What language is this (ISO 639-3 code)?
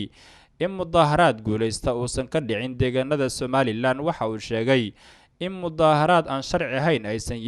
som